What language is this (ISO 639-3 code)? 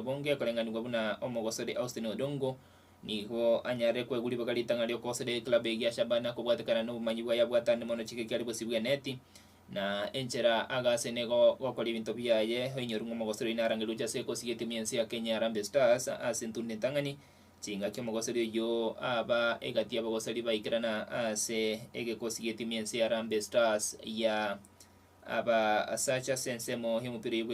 guz